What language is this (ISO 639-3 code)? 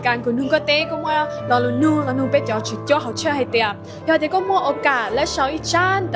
hmn